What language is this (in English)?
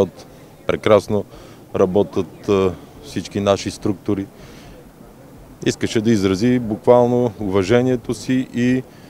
Bulgarian